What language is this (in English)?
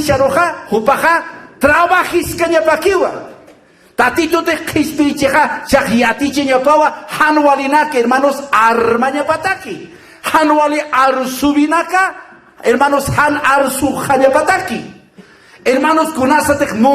Aymara